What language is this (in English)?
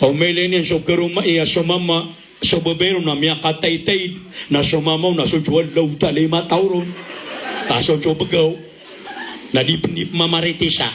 Maranao